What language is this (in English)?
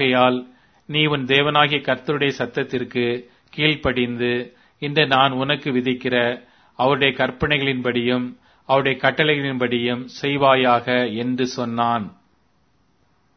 Tamil